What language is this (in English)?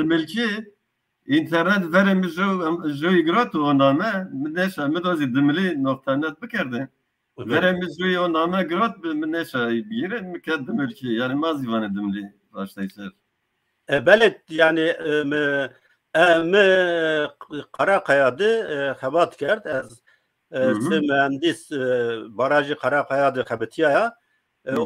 Zaza